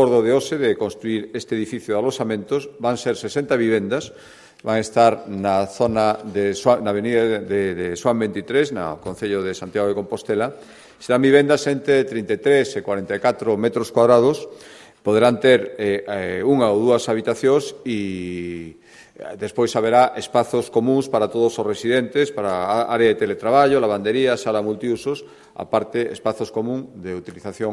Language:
Galician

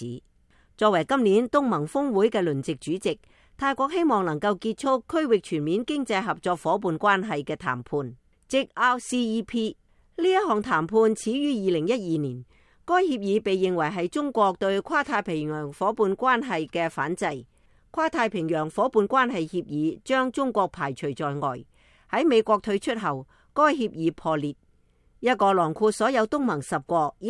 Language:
Cantonese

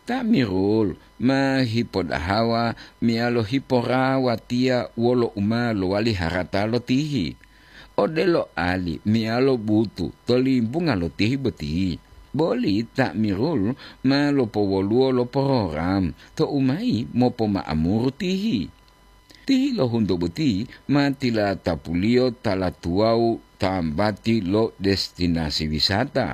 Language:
Gorontalo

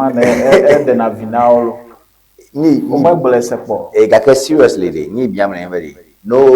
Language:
Ewe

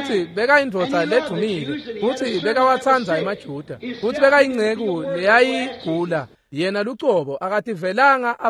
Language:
Swati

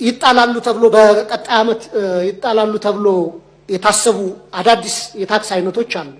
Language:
Amharic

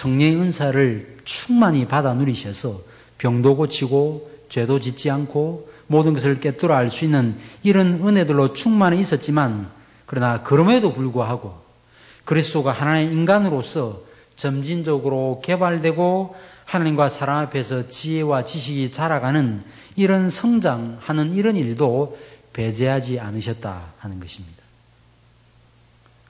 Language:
Korean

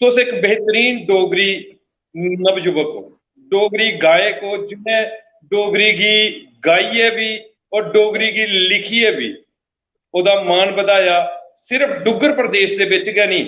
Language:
Dogri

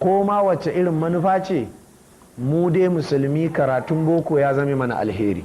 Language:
Hausa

